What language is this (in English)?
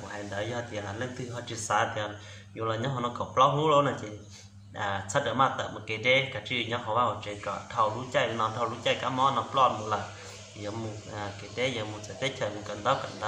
Hmong